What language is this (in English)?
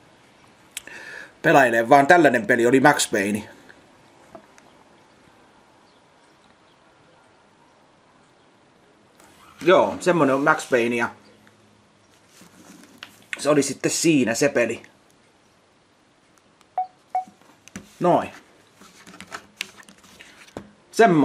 Finnish